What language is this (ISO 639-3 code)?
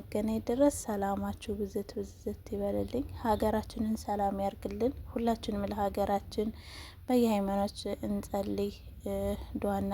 amh